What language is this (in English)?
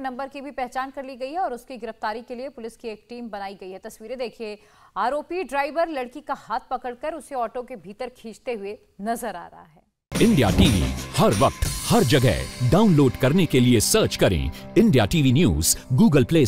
Hindi